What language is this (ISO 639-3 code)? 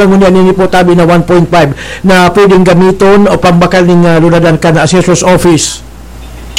bik